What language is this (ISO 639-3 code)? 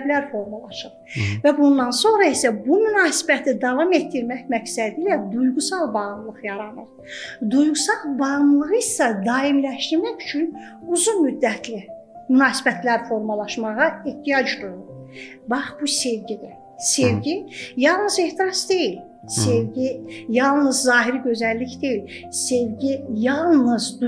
aze